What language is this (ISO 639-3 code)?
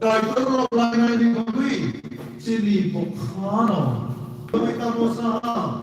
trp